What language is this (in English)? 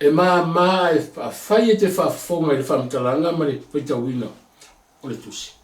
Samoan